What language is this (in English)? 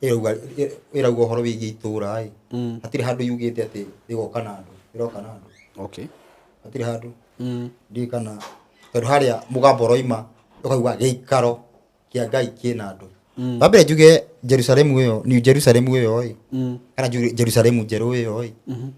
Kikuyu